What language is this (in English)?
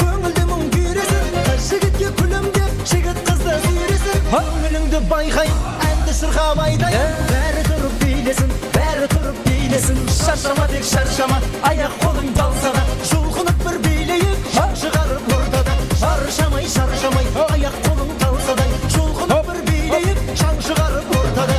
Kara-Kalpak